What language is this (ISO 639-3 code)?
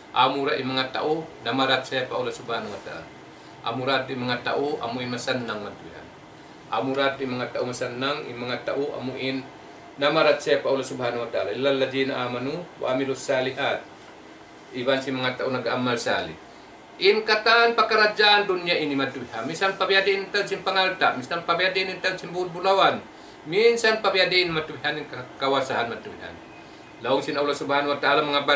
tsg